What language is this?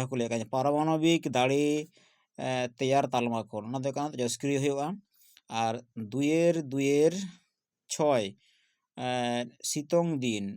Santali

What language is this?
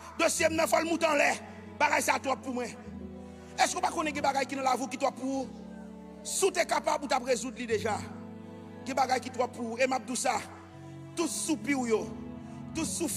Haitian Creole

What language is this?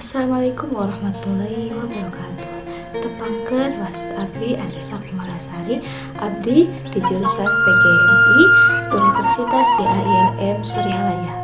Sundanese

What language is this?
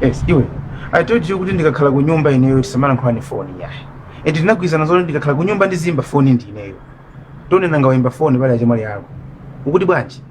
Nyanja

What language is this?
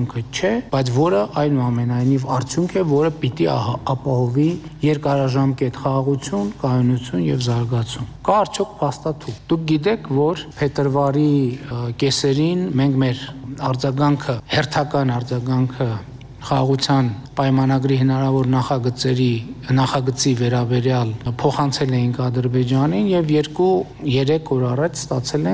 Armenian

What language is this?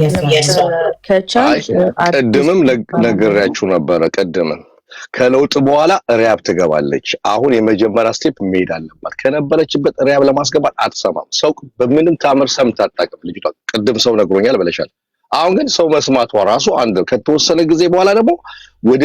Amharic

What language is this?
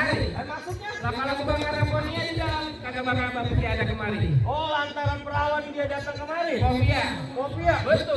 Betawi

